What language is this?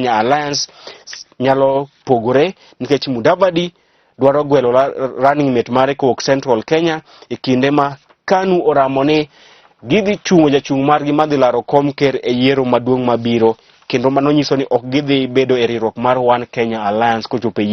Luo (Kenya and Tanzania)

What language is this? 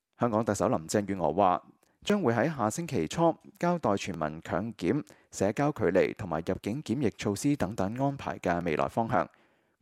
Cantonese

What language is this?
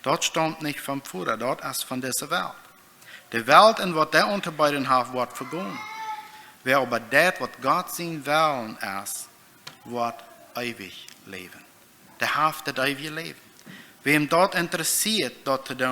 Plautdietsch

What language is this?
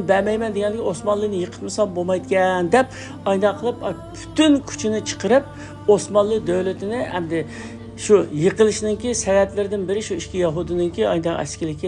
Uyghur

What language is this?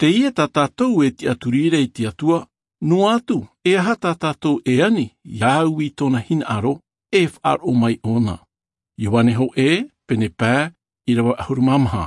Tahitian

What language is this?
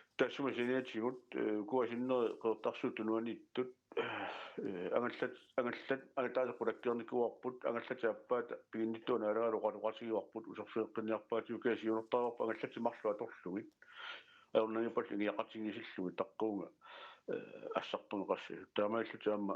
Kalaallisut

